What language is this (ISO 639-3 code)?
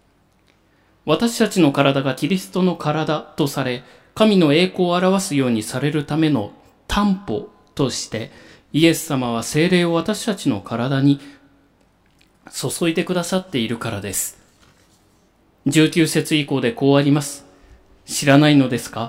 jpn